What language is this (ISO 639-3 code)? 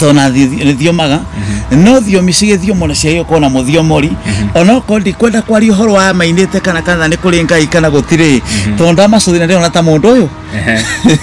kik